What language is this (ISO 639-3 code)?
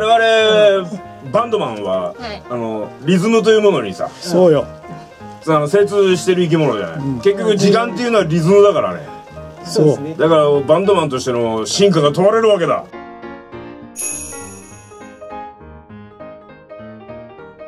jpn